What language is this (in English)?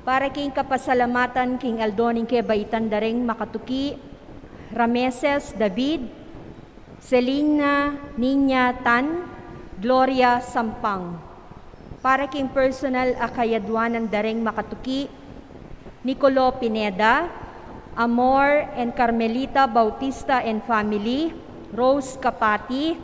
Pampanga